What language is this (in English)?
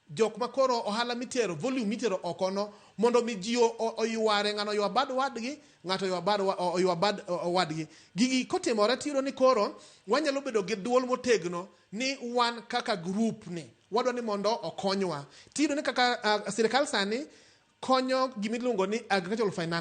Luo (Kenya and Tanzania)